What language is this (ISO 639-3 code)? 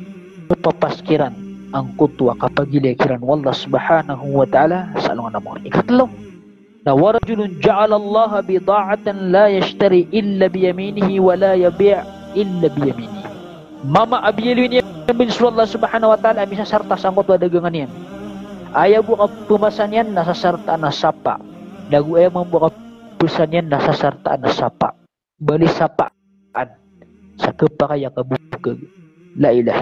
mrw